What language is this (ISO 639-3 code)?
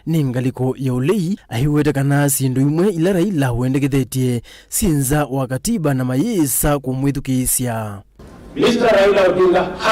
kam